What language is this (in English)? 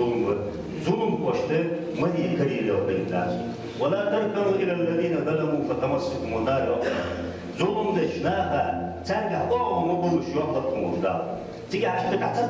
Ingush